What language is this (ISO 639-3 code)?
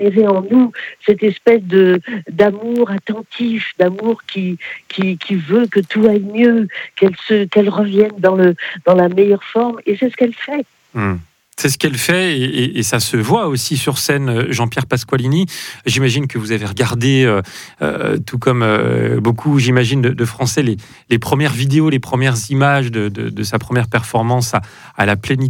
fra